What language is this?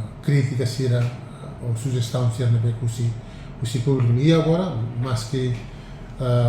Tetum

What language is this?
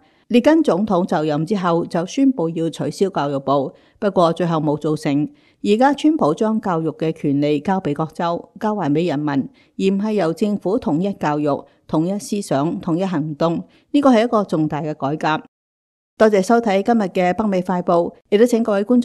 Cantonese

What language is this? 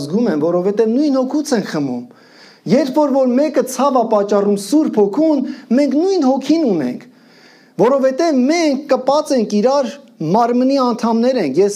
Armenian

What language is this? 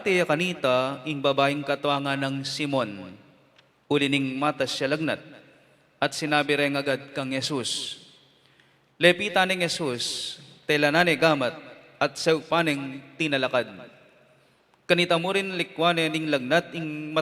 Pampanga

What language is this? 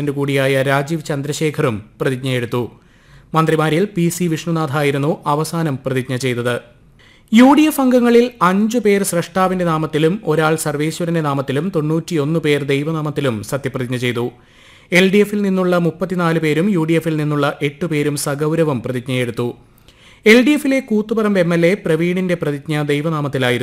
Malayalam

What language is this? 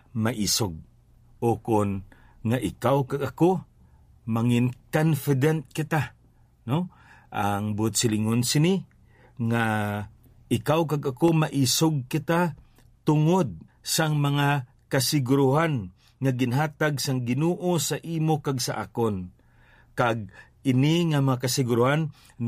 Hiligaynon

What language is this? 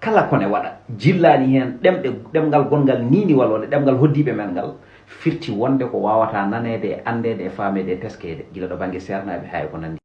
Fula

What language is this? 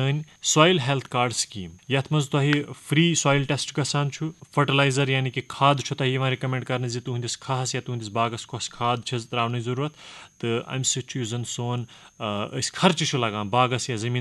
Kashmiri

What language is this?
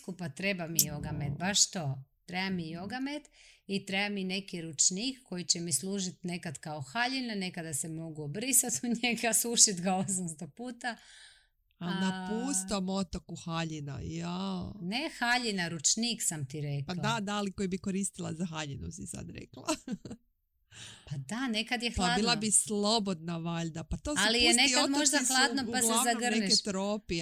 Croatian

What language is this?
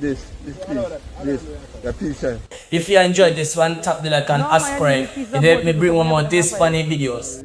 Jamaican Creole English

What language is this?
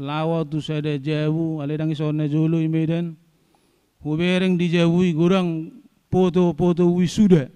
Batak Toba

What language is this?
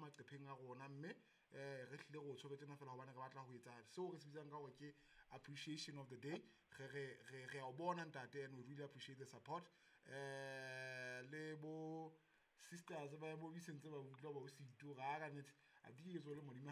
Southern Sotho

